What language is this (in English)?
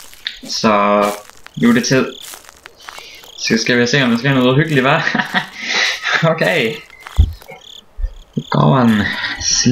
Danish